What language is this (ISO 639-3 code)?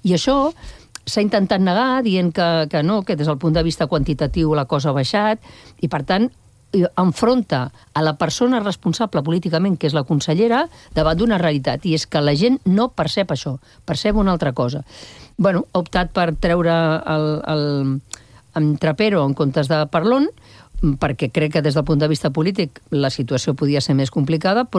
cat